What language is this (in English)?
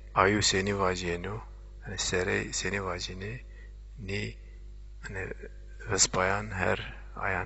Zaza